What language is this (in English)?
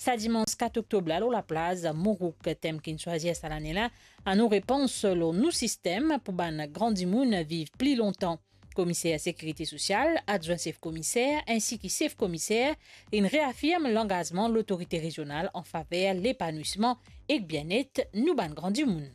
Morisyen